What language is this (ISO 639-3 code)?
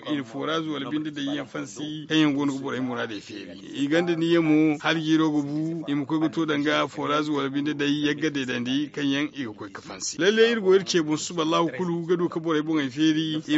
dje